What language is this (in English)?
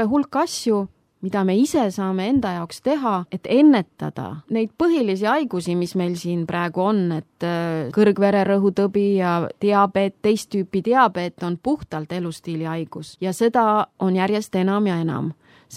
Estonian